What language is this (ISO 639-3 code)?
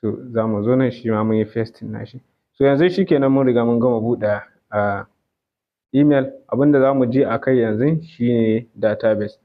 hau